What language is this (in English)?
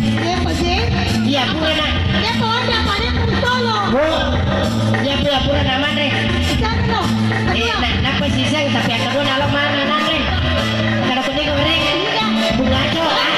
Buginese